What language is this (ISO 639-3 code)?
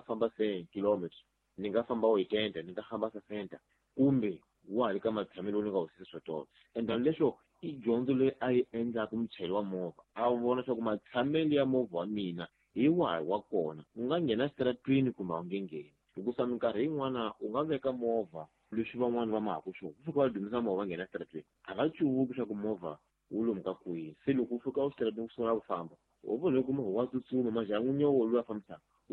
tso